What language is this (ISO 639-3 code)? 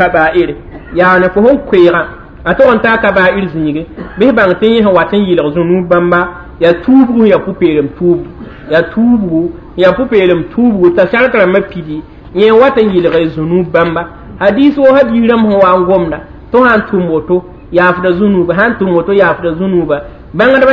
mos